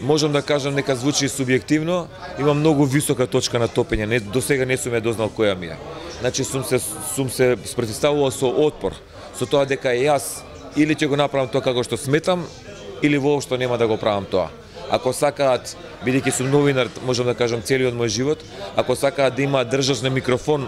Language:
Macedonian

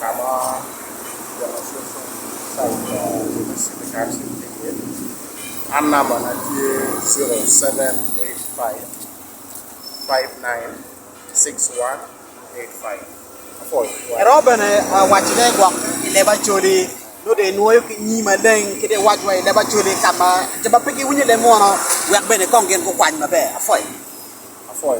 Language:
Acoli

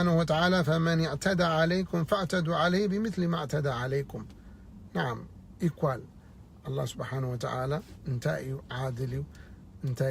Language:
Tigrinya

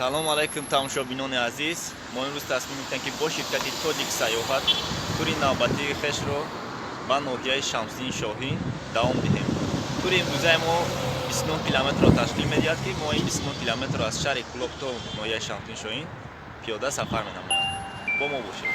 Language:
Tajik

